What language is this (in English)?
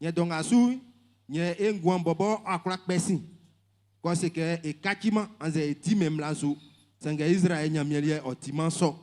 Baoulé